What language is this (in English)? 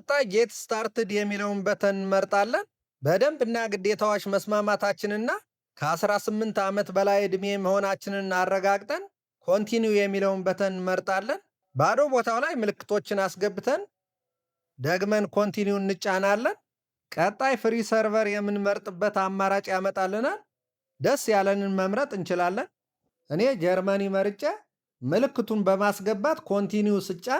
Amharic